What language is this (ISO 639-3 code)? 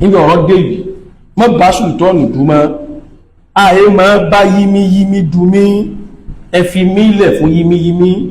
yor